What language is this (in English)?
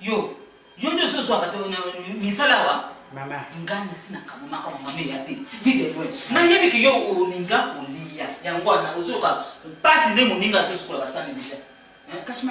Lingala